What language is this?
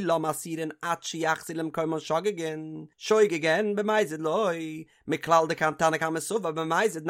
Yiddish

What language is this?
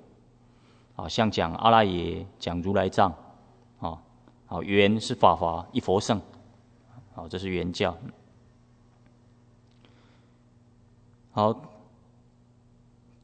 Chinese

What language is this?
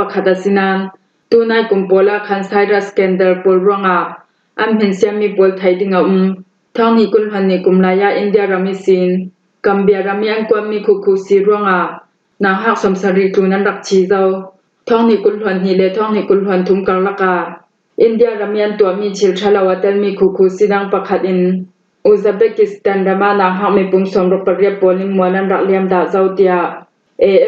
Falam Chin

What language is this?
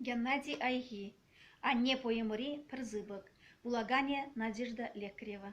Chuvash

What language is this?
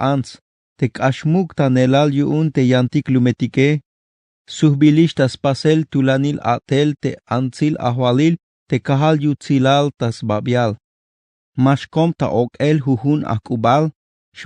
Tzeltal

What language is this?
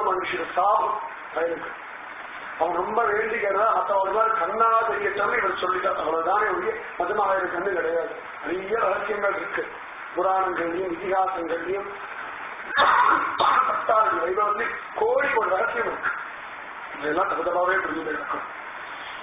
Tamil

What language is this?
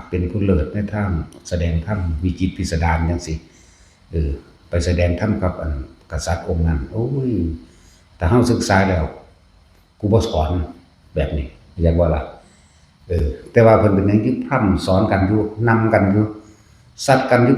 Northeastern Thai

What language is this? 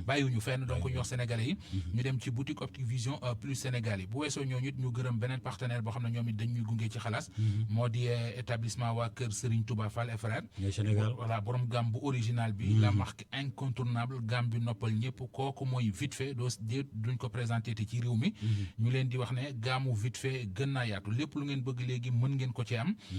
Wolof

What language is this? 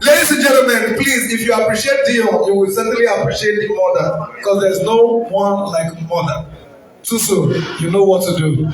Nigerian Pidgin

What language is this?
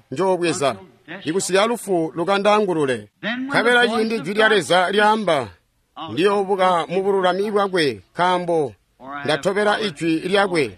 Tonga (Zambia)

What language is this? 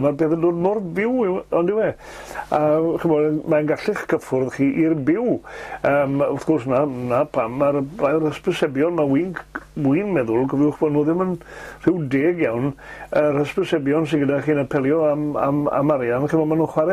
Welsh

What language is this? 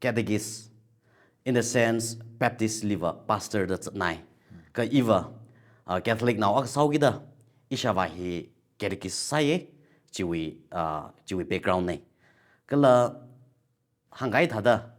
Tangkhul Naga (India)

